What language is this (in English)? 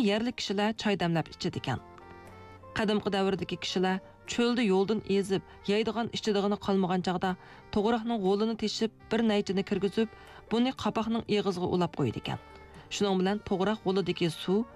Uyghur